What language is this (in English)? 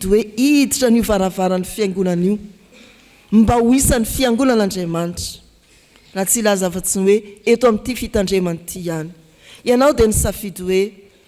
Malagasy